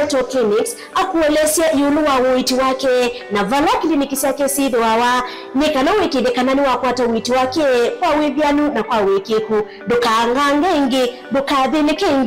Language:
Kamba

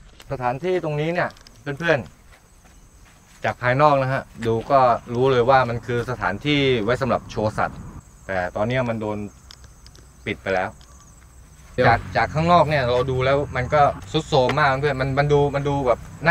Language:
Thai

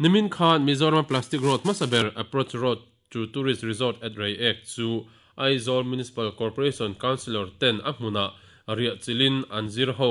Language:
Mizo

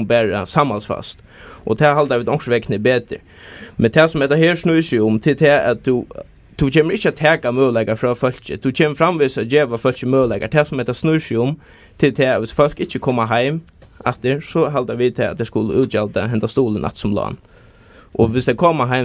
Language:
Faroese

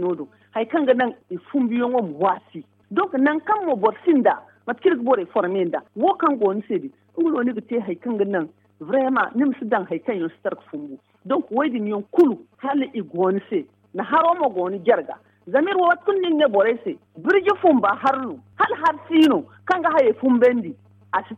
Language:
Zarma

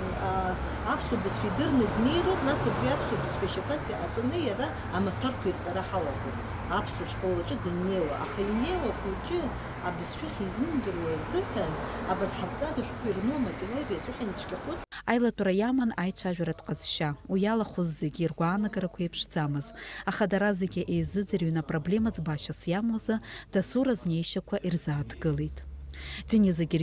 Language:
Abkhazian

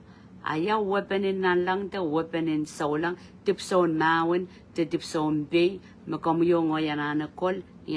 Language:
Pohnpeian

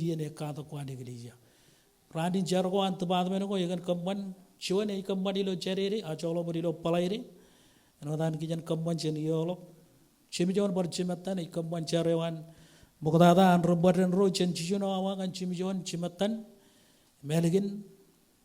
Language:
Marshallese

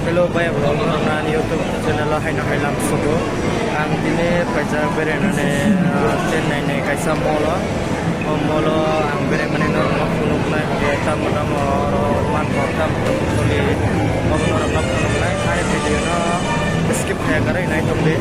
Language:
Kok Borok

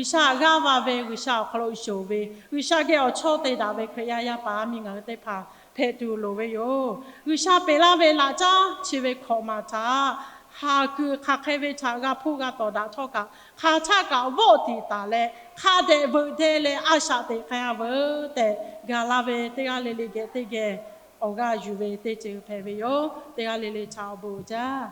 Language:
Lahu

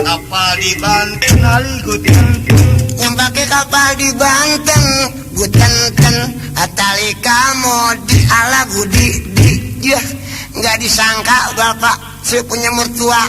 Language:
Betawi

